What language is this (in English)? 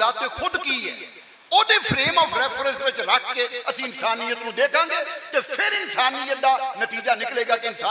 Western Panjabi